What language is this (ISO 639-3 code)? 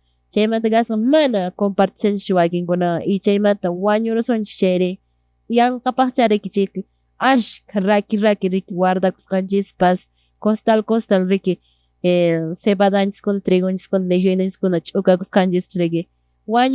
que